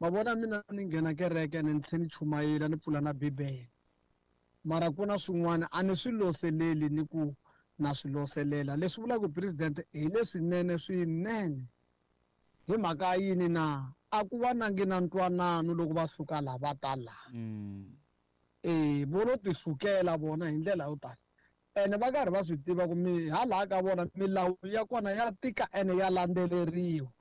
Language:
Tsonga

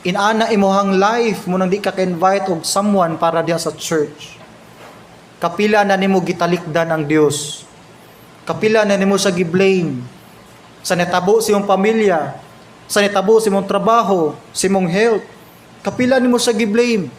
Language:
Cebuano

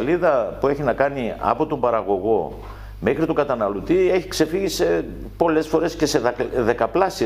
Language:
Greek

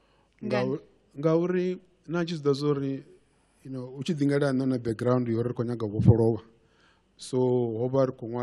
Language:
Venda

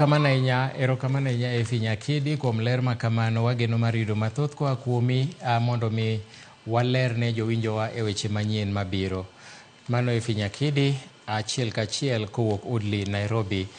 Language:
Luo (Kenya and Tanzania)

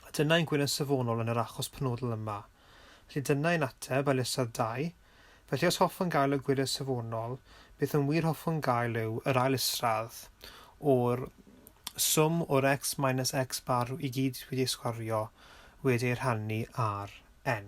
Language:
Welsh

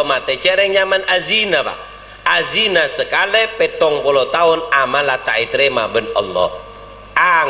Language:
Madurese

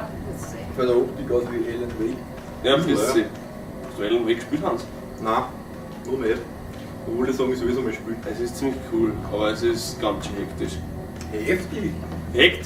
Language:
Bavarian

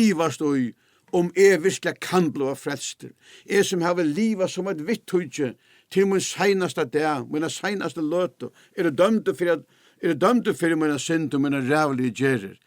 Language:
Faroese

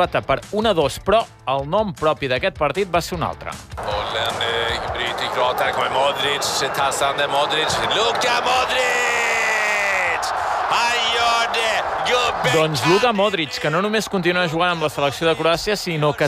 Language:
Catalan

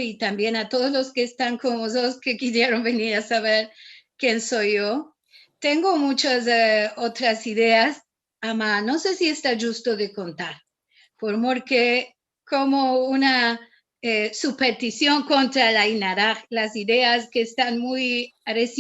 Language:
Ladino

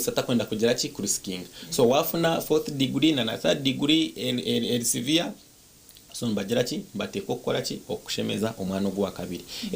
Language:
Nyankole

